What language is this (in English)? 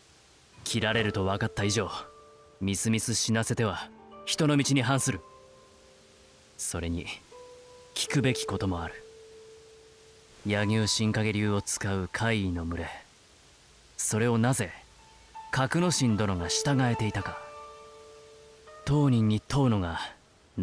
Japanese